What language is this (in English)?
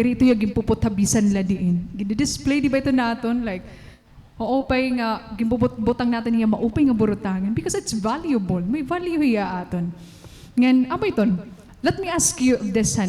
Waray